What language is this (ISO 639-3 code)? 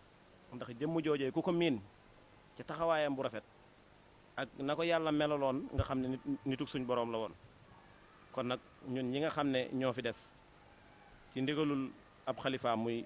wol